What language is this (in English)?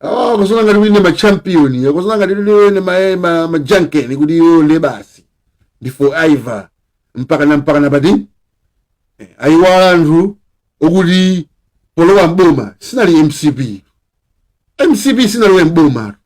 Nyanja